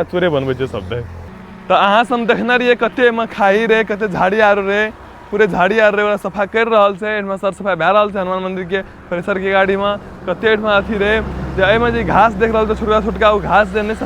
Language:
Maithili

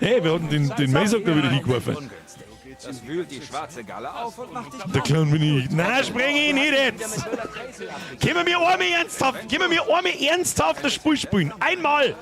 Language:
Bavarian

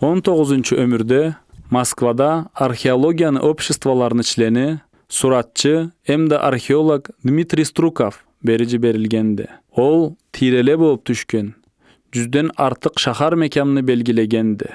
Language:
Karachay-Balkar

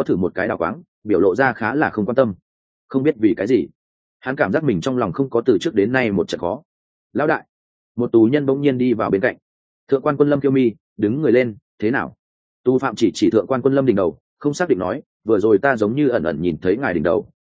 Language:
Vietnamese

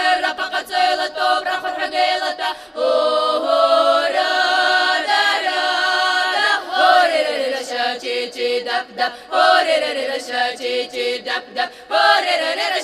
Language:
Abkhazian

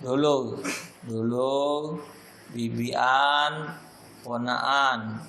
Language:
Musi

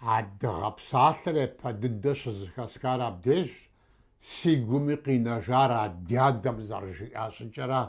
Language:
Kabardian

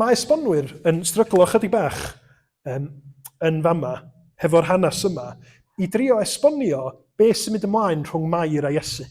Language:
Welsh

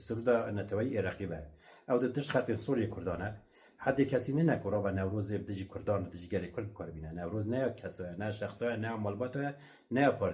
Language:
Kurdish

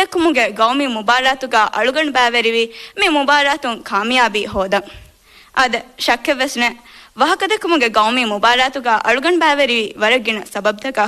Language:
Divehi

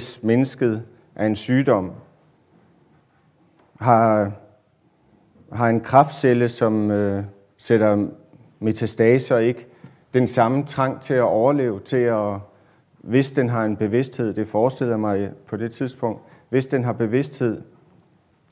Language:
Danish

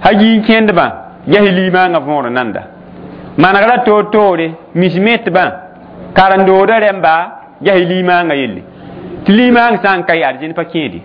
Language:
Mossi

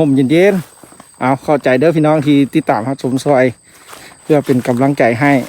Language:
Lao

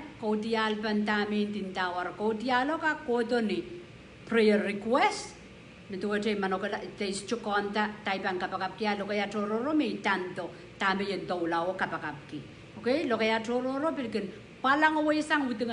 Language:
Pohnpeian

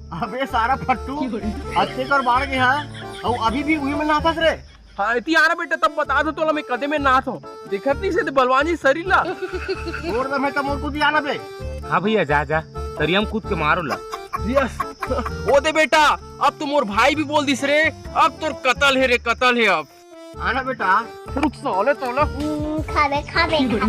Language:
Chhattisgarhi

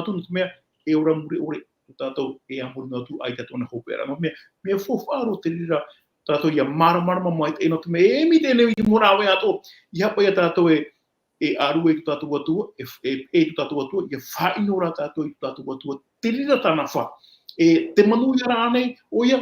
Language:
Tahitian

